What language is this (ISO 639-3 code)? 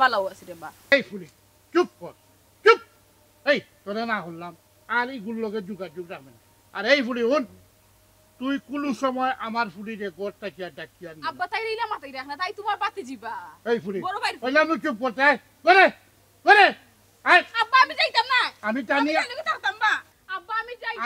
syl